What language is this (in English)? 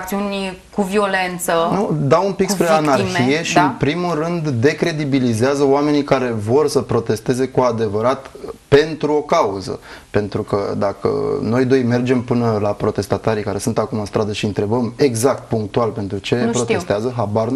Romanian